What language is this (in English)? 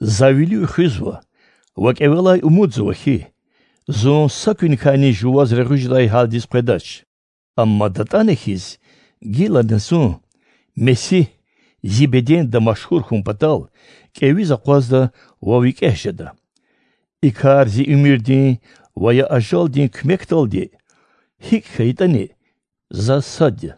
Lezghian